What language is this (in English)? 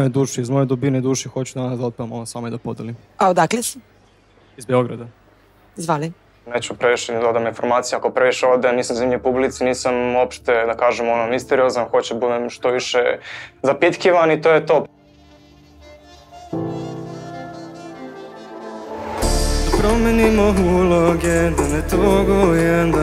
Serbian